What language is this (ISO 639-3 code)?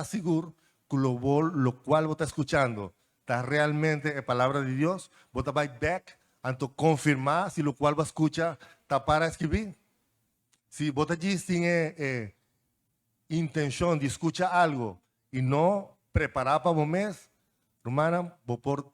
pap